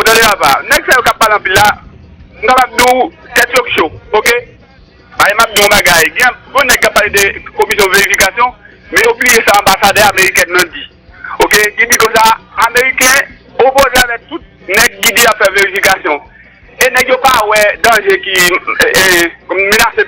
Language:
Haitian Creole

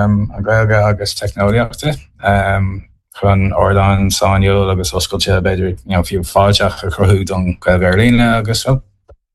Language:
Irish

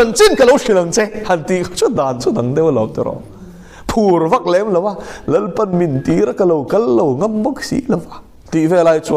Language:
Mizo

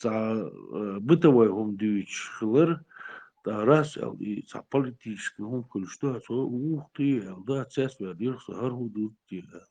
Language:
Chechen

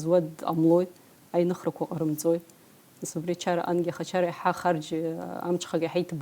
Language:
Abkhazian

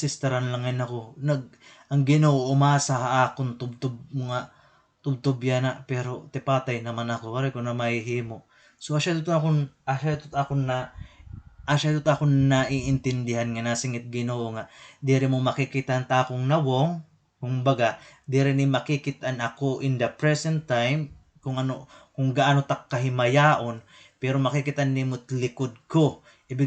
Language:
Waray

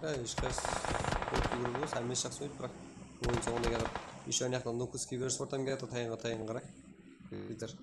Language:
Kara-Kalpak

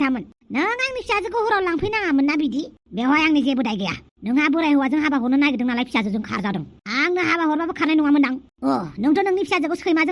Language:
Bodo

